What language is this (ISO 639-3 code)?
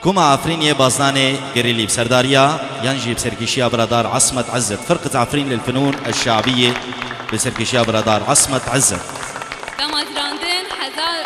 kur